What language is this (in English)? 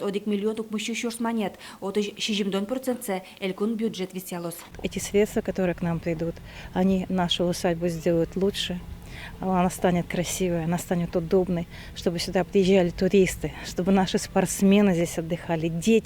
Udmurt